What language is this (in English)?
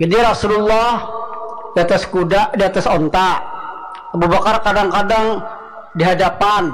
Banjar